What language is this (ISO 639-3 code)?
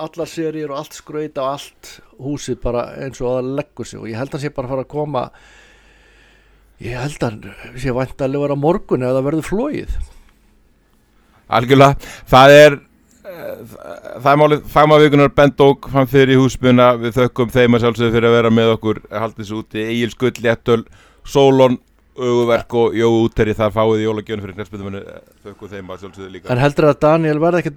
isl